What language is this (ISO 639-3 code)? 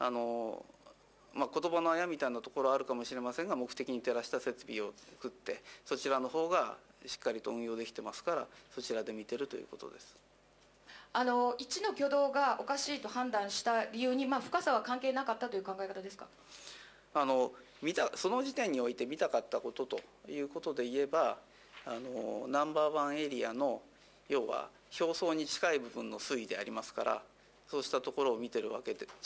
jpn